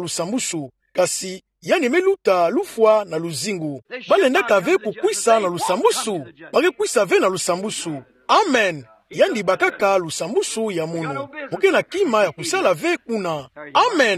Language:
Kituba (Democratic Republic of Congo)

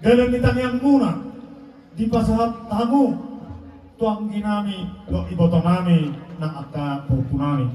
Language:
Batak Toba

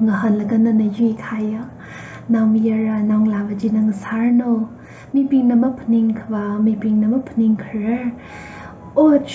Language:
Tangkhul Naga (India)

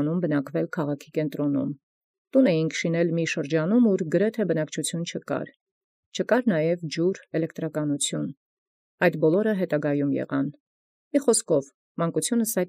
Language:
Armenian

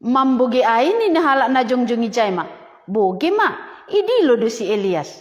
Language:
Batak Simalungun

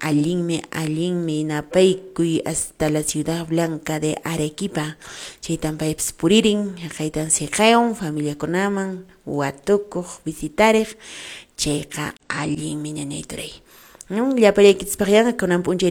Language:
Quechua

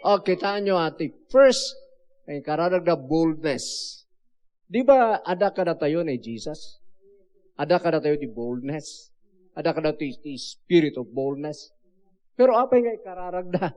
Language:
Iloko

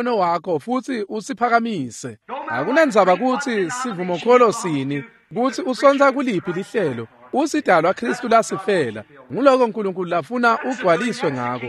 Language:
Swati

